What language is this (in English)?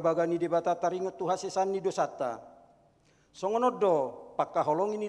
Batak Toba